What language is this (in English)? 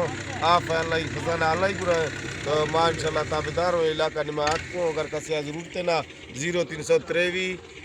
Eastern Balochi